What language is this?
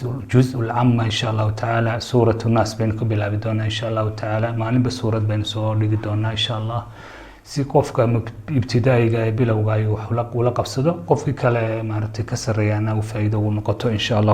Somali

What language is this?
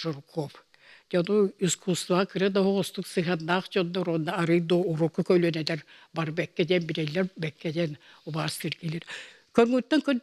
Yakut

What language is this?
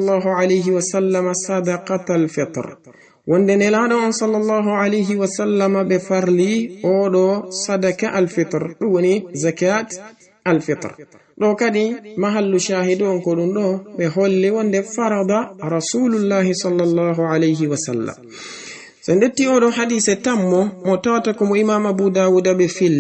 Fula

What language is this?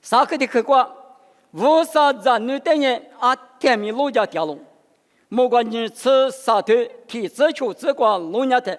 Lisu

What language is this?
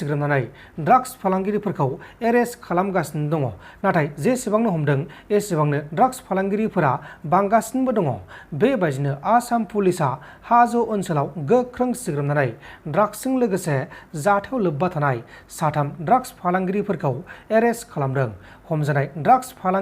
Bodo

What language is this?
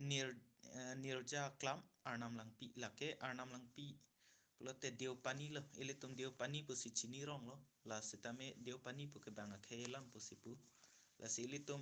Karbi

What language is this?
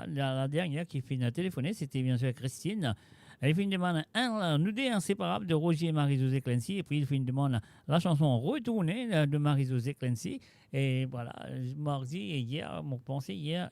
Morisyen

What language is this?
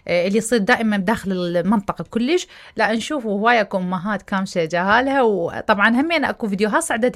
Mesopotamian Arabic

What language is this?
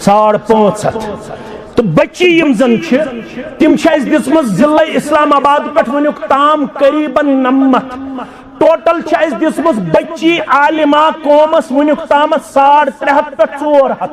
Kashmiri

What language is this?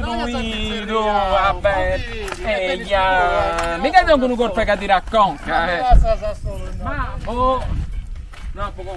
Sardinian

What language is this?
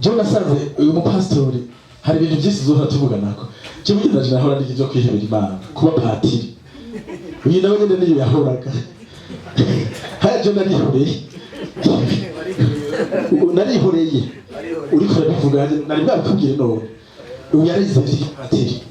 Rundi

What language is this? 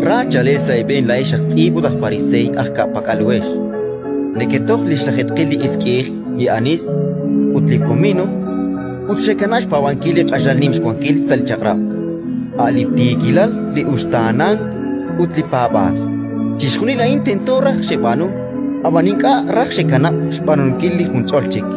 Kekchí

